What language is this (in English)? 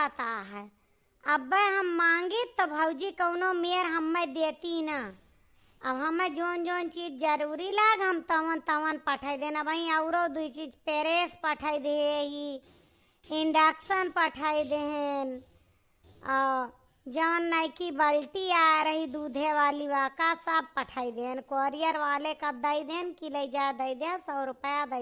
Awadhi